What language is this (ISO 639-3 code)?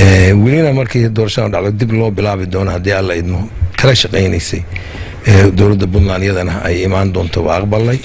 som